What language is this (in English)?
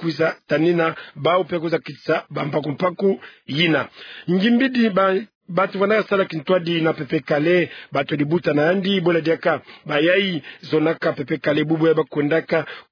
Kituba (Democratic Republic of Congo)